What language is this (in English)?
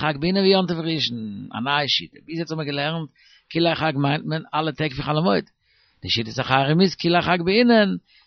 Yiddish